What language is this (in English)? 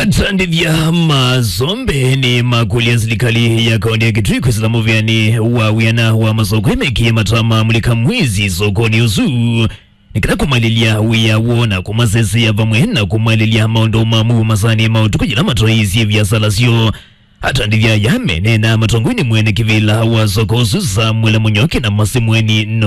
Kamba